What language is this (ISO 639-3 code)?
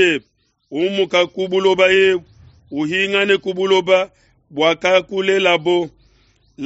lua